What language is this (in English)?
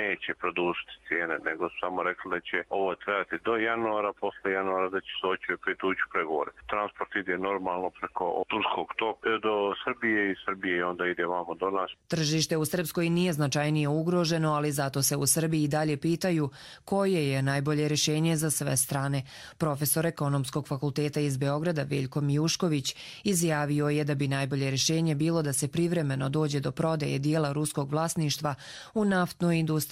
Croatian